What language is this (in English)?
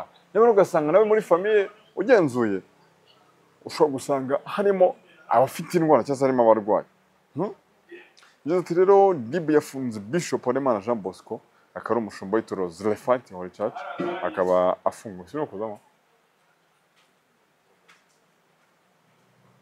Kinyarwanda